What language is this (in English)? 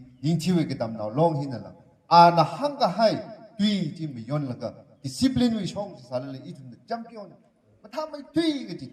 Tangkhul Naga (India)